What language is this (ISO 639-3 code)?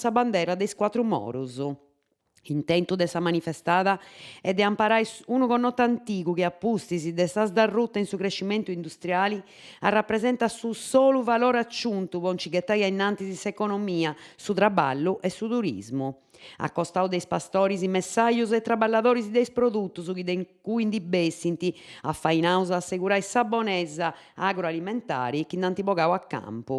srd